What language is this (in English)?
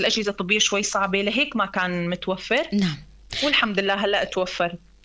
North Levantine Arabic